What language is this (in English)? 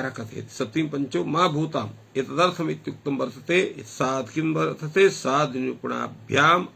Sanskrit